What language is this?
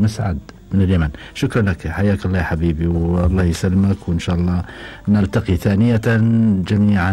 Gulf Arabic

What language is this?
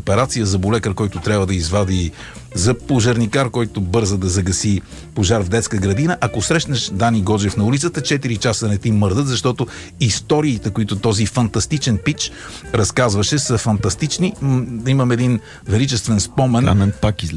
Bulgarian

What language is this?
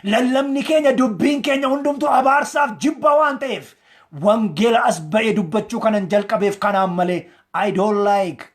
Oromo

